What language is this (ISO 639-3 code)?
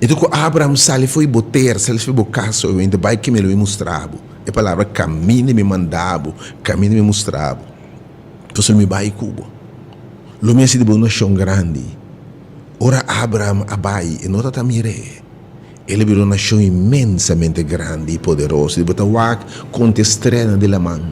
pap